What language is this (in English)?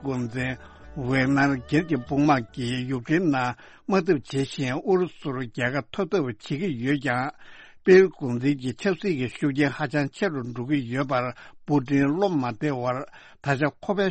Tibetan